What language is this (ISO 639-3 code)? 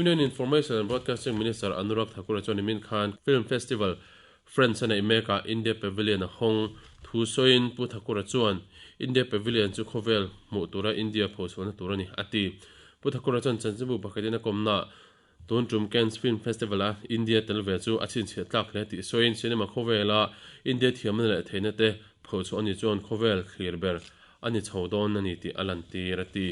lus